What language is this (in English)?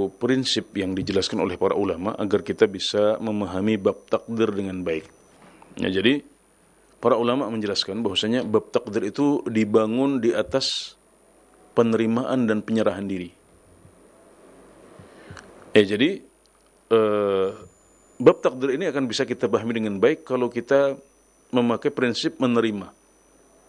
Indonesian